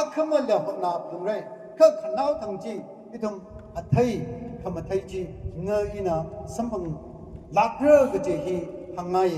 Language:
Tangkhul Naga (India)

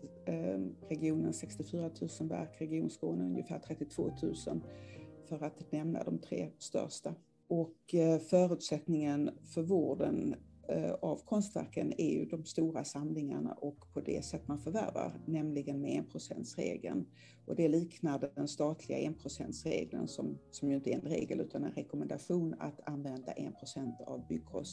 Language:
Swedish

